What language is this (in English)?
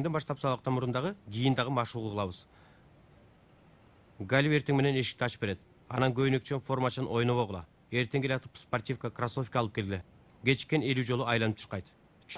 Kyrgyz